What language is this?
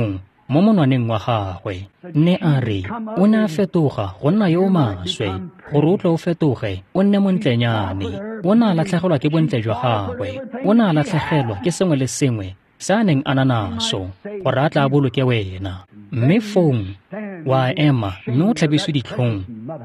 Tswana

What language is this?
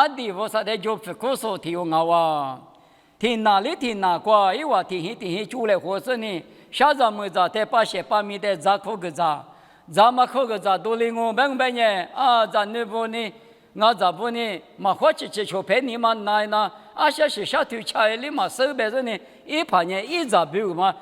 Lisu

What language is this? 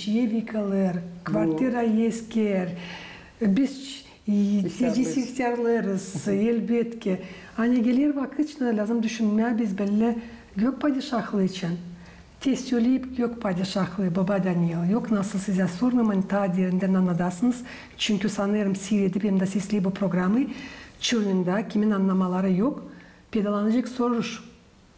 Gagauz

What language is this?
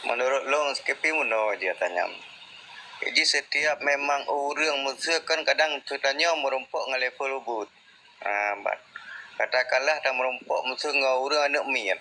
Achinese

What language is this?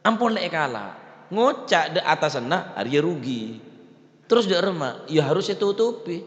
Madurese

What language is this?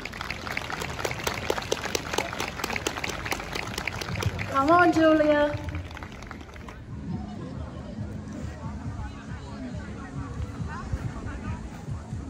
Finnish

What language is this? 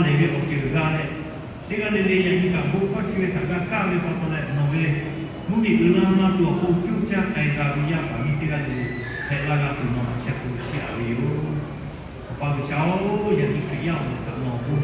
Lahu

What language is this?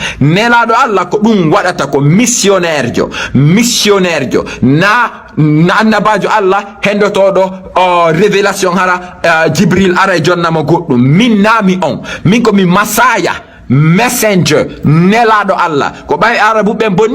Fula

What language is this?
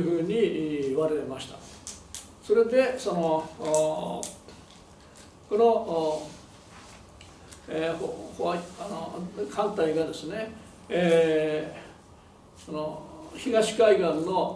Japanese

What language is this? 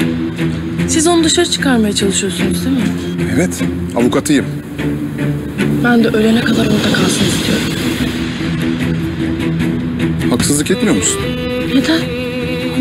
Turkish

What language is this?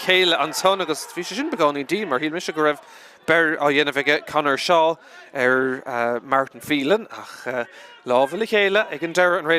Irish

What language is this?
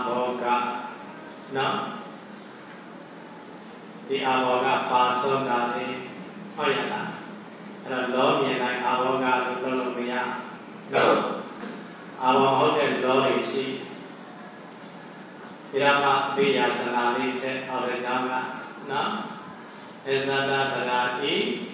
Burmese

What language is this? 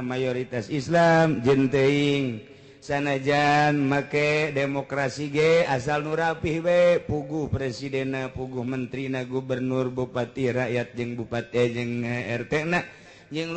Sundanese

